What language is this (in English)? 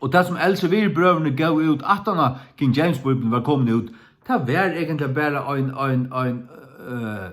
Faroese